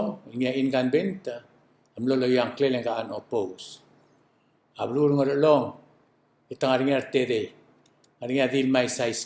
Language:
Palauan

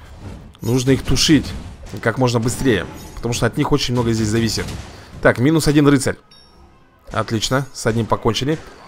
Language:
Russian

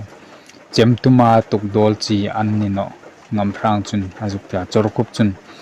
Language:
Hmar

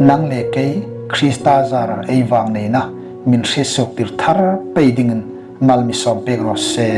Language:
Hmar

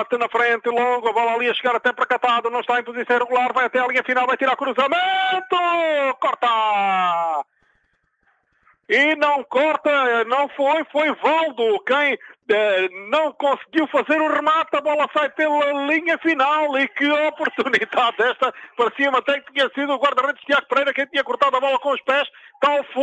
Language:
Portuguese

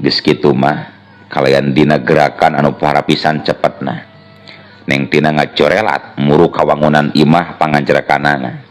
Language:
Sundanese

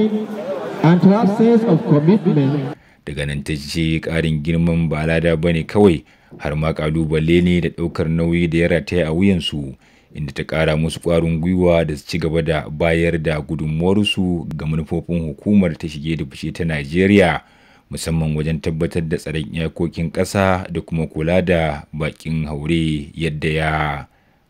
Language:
Hausa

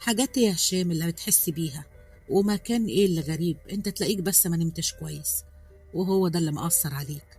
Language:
Egyptian Arabic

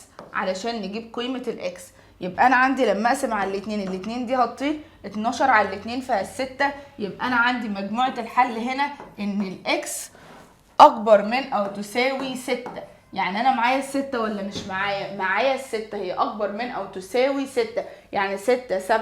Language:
Egyptian Arabic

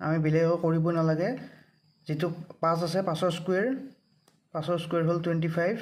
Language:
Assamese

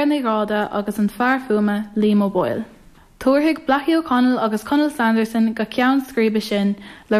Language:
Irish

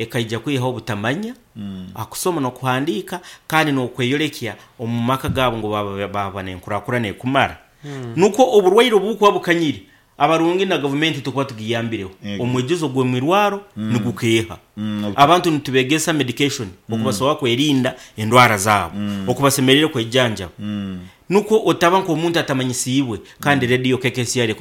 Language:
Nyoro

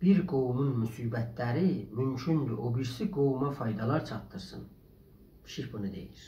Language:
South Azerbaijani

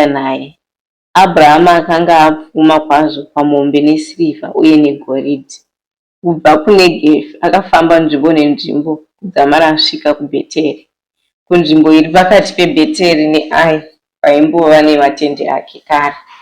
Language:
Shona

